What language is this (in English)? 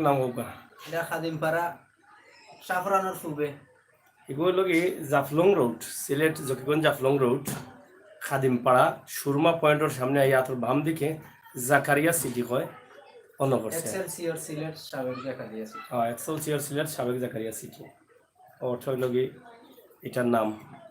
Sylheti